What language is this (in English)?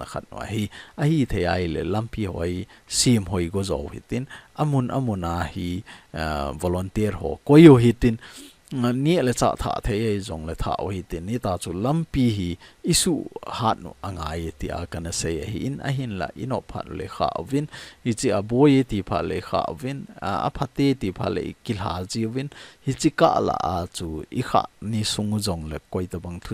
Thado Chin